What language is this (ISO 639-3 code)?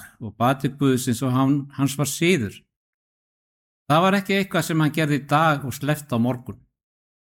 isl